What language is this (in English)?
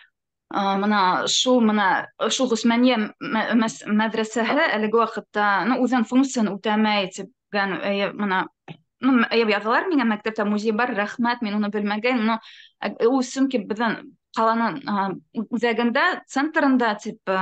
Bashkir